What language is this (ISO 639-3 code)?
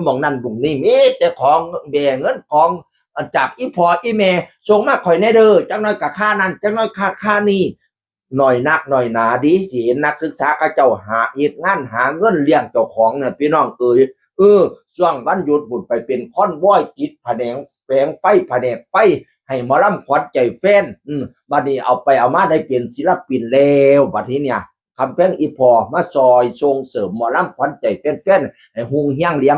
tts